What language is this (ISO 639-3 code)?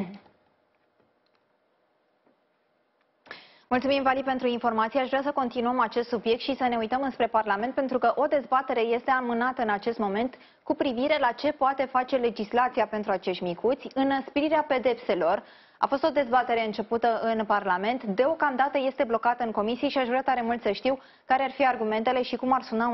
ron